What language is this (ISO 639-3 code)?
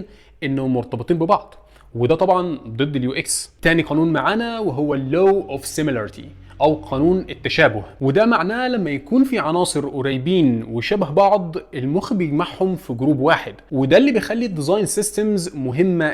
arz